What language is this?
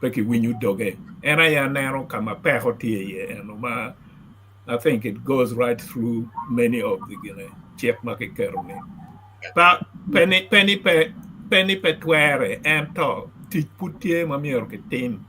Acoli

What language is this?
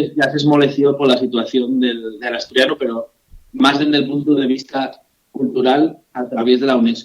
Asturian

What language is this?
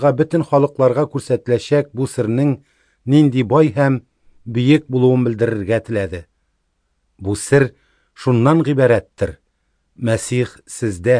Tatar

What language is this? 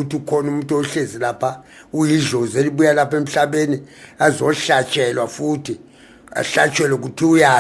Zulu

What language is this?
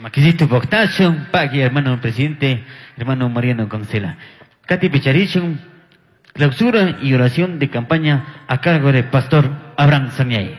Chimborazo Highland Quichua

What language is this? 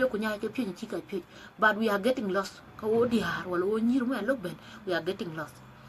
Dinka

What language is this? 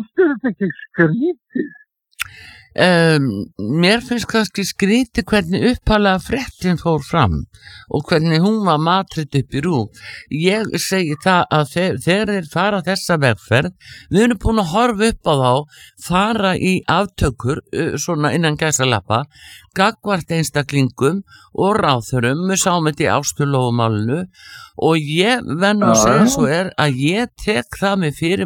Icelandic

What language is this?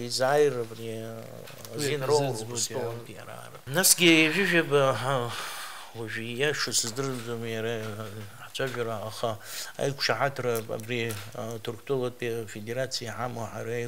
Abkhazian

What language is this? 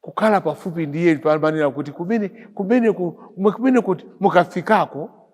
Nyanja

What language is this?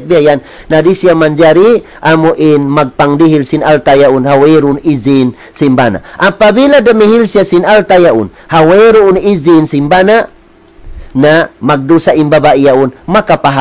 Tausug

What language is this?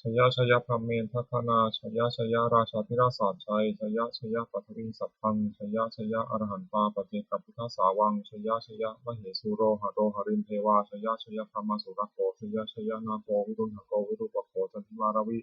Pali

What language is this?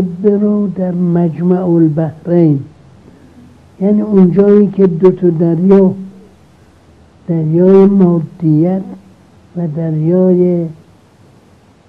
Persian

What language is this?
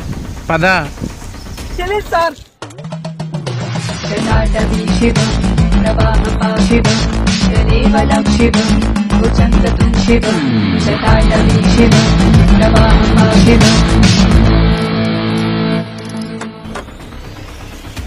Telugu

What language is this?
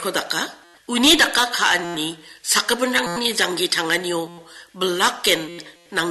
Garo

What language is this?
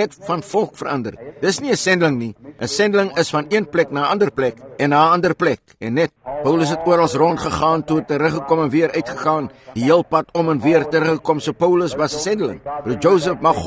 Afrikaans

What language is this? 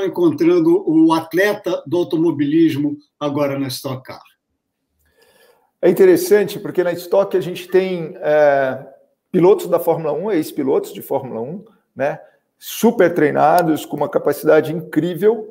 Portuguese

